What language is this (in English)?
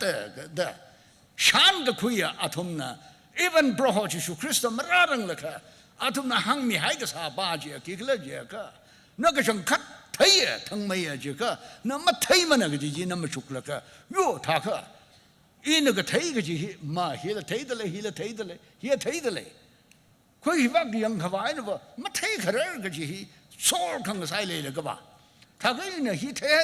Tangkhul Naga (India)